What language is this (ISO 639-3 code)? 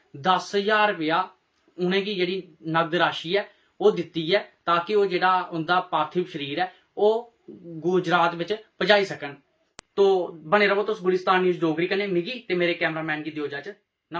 doi